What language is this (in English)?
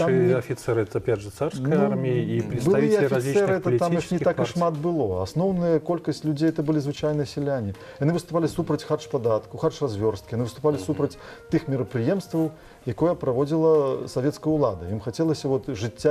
Belarusian